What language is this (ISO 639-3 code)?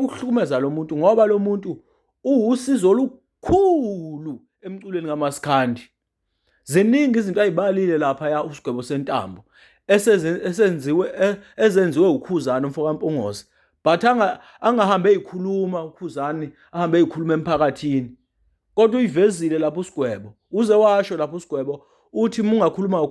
zul